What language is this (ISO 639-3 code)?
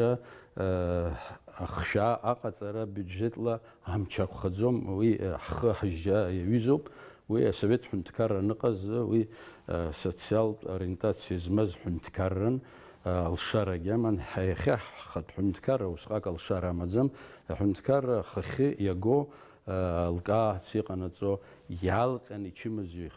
abk